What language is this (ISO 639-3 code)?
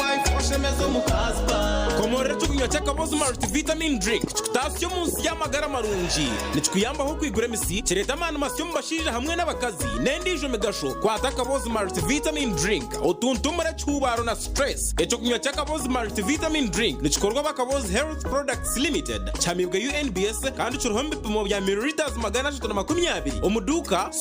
nyn